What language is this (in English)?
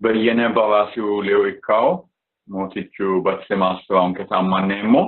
Sidamo